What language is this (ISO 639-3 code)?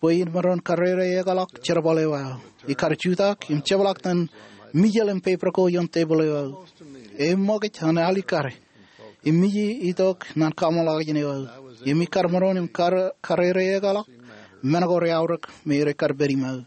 mah